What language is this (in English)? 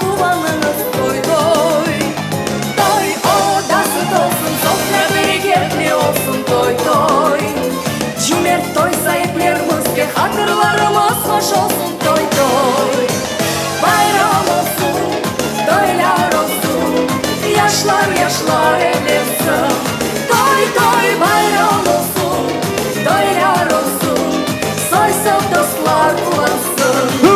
Crimean Tatar